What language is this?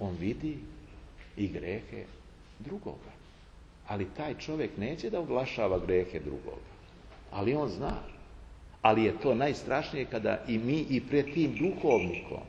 Serbian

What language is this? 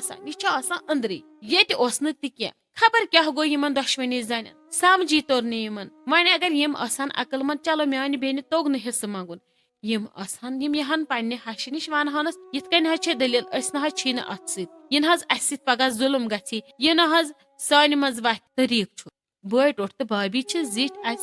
Kashmiri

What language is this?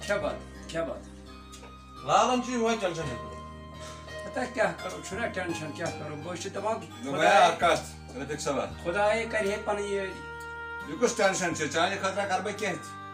Kashmiri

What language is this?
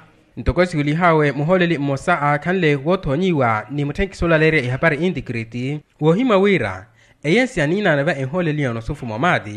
Makhuwa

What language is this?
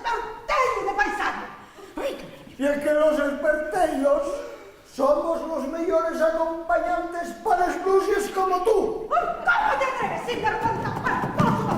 Asturian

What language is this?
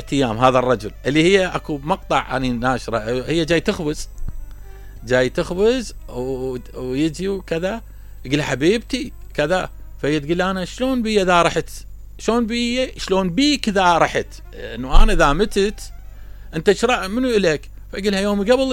Mesopotamian Arabic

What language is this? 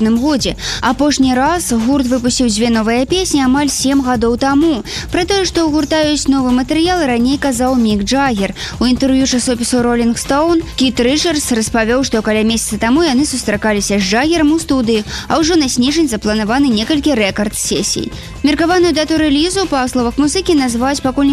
Belarusian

